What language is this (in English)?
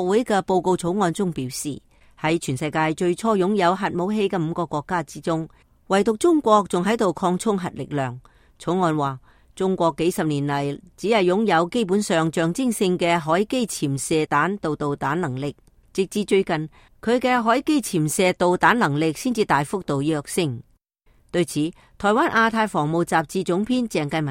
Cantonese